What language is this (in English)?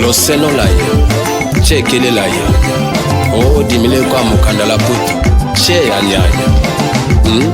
Tetela